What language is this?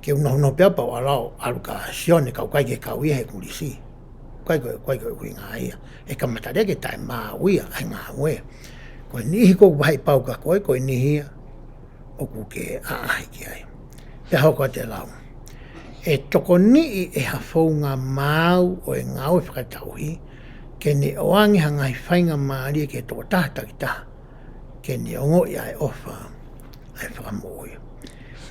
Tongan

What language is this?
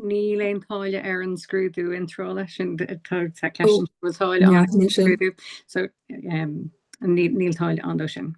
Irish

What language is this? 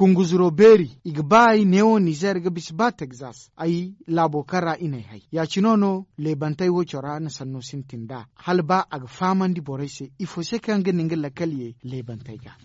Zarma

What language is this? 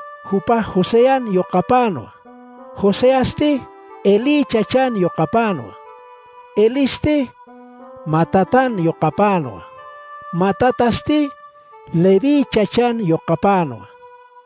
Aymara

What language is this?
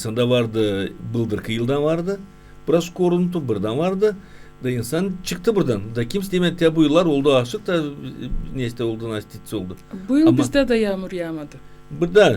Gagauz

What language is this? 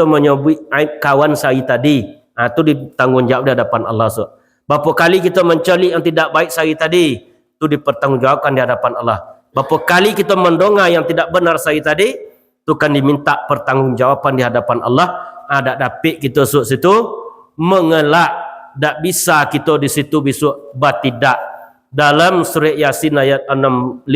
Minangkabau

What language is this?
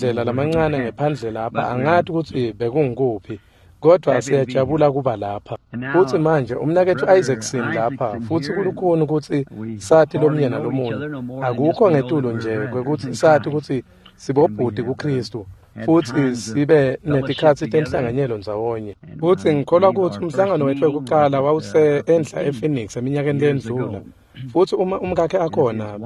Swati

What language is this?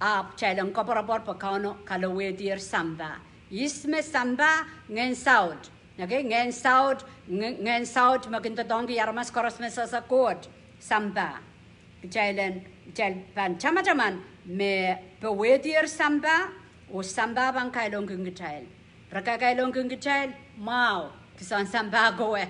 Pohnpeian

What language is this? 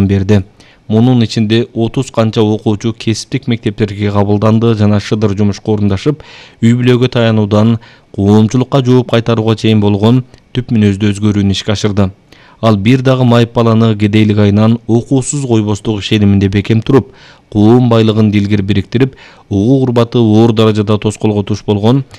Kyrgyz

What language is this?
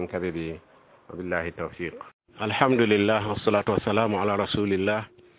Mossi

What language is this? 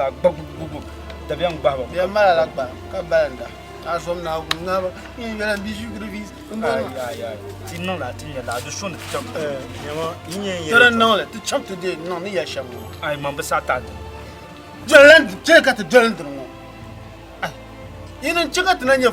Dagbani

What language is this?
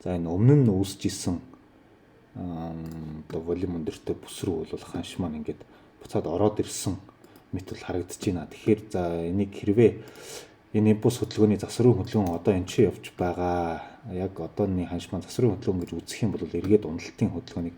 Mongolian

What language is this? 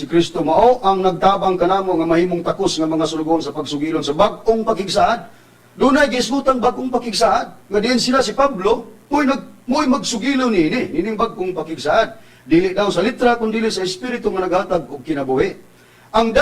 Cebuano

